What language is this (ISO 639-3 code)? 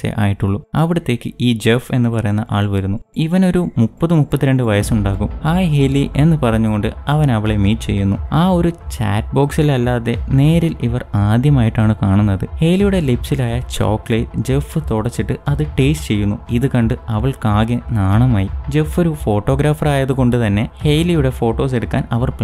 mal